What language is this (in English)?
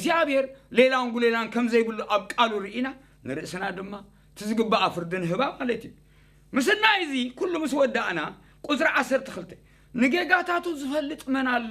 Tigrinya